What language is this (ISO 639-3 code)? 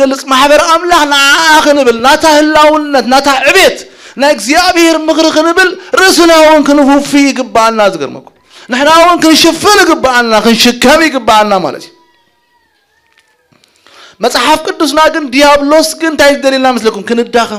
tir